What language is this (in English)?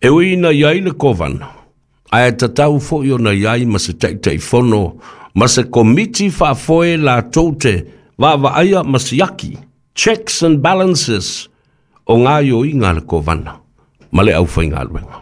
Samoan